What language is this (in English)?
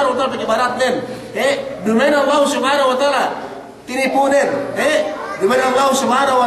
Yakan